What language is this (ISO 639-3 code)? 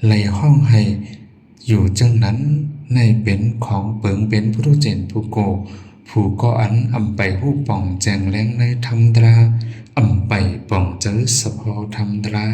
shn